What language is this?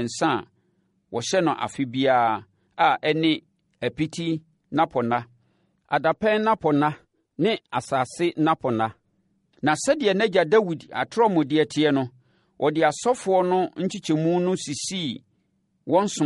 Akan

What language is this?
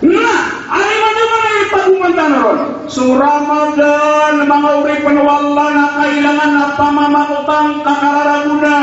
Maranao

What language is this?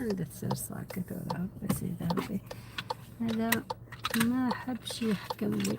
Algerian Arabic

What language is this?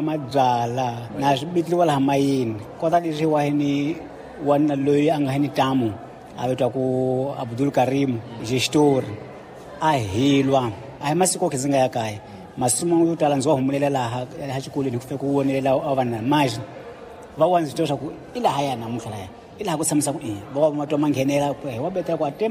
Tsonga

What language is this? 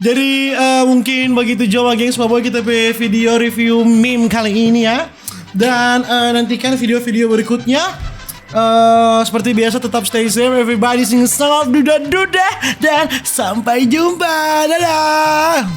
Manado Malay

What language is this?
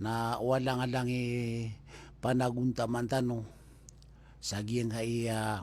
Maranao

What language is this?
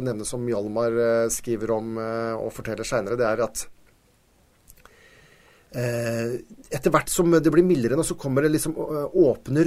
Norwegian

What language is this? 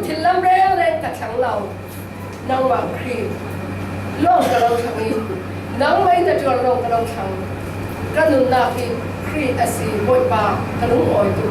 Falam Chin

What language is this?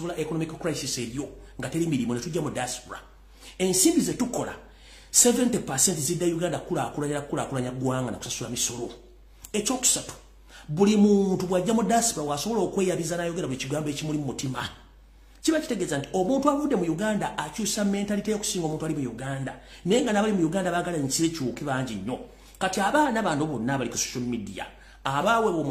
Ganda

